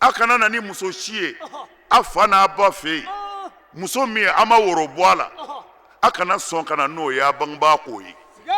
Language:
Bambara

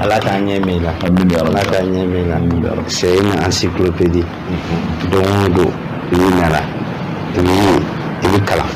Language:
Bambara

